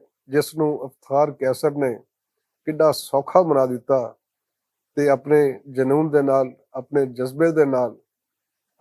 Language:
Western Panjabi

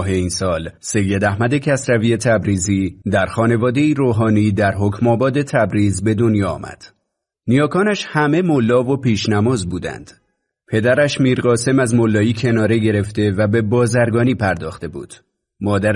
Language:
Persian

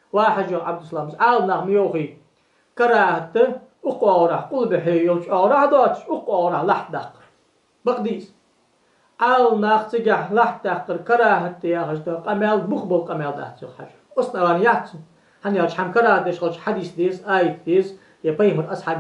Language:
Ingush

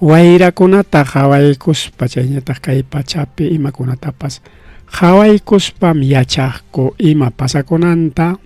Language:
Ayacucho Quechua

